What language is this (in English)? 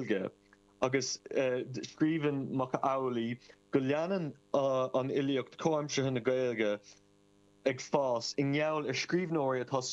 Irish